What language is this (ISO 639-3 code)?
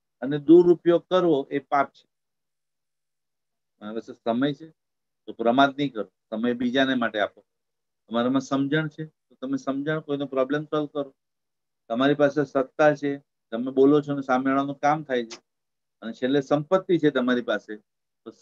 guj